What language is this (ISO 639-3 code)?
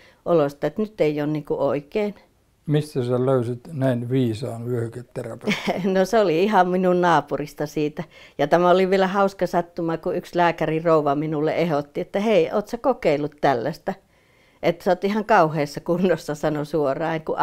fin